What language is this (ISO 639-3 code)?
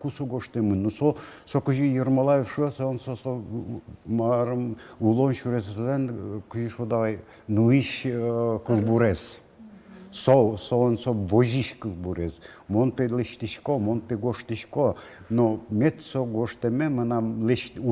udm